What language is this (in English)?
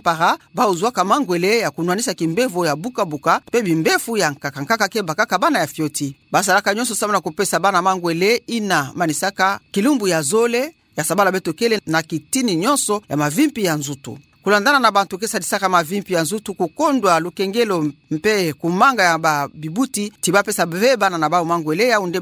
Kituba (Democratic Republic of Congo)